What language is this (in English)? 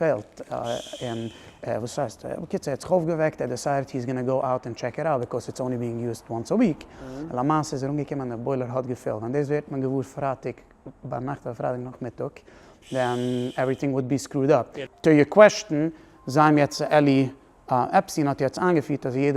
Yiddish